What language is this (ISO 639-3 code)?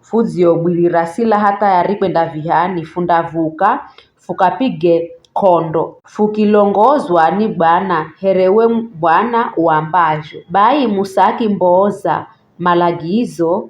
nyf